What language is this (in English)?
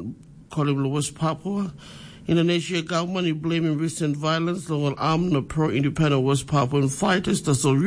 Tok Pisin